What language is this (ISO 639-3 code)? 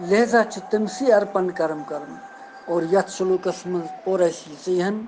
kas